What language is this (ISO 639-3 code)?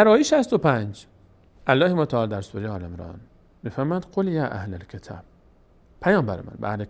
fas